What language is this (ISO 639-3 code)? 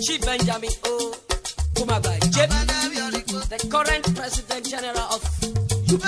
urh